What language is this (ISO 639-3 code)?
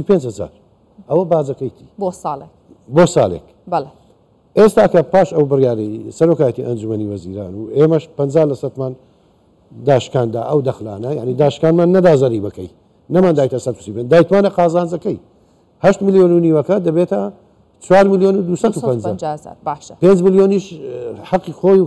ckb